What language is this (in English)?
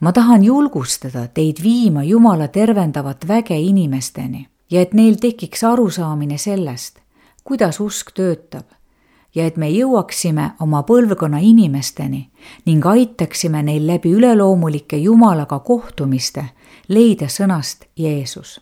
Estonian